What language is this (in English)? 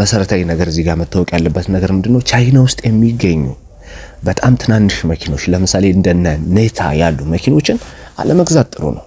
Amharic